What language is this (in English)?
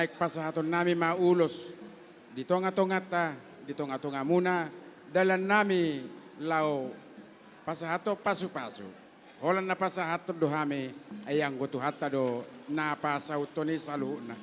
Batak Toba